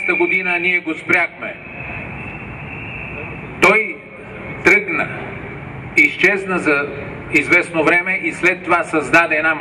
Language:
Bulgarian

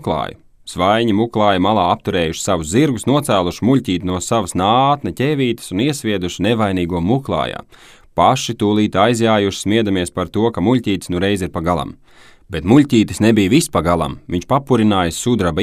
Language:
Latvian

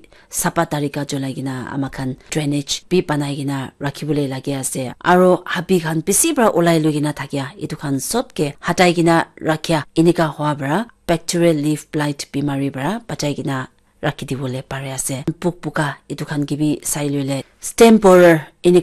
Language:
Naga Pidgin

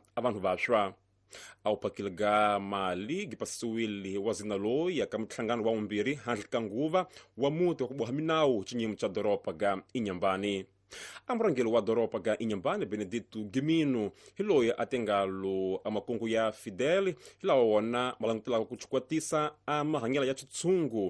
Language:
Tsonga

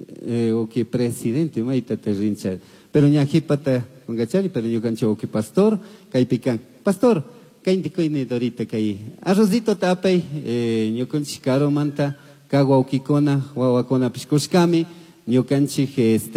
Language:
Chimborazo Highland Quichua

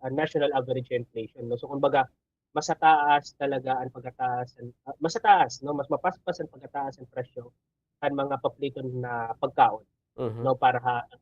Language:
Waray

